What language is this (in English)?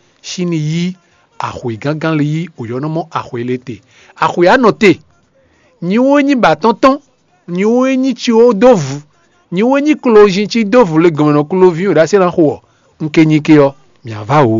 Fon